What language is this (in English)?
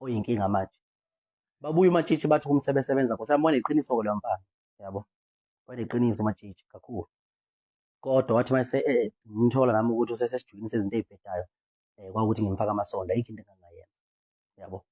Zulu